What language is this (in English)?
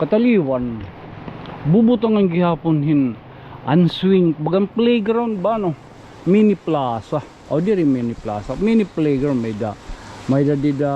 Waray